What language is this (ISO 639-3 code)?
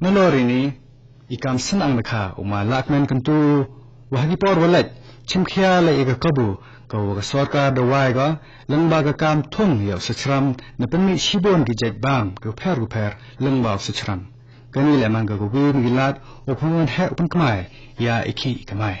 kha